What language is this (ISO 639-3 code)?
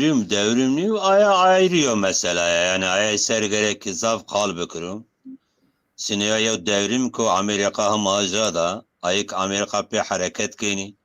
zza